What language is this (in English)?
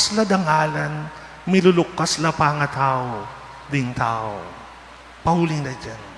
Pampanga